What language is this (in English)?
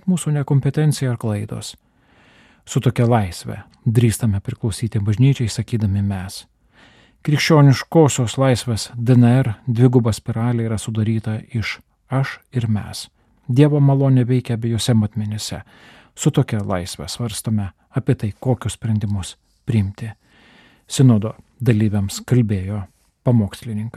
Lithuanian